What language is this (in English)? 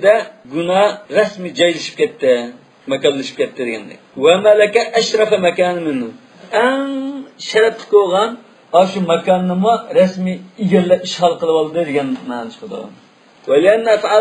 Uyghur